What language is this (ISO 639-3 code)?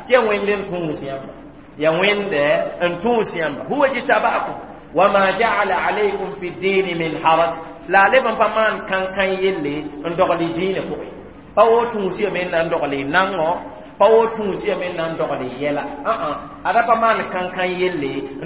mos